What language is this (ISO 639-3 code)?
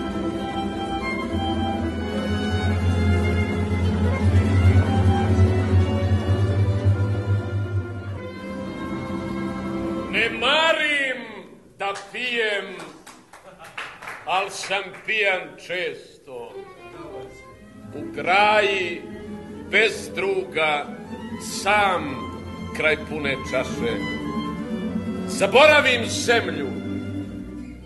srp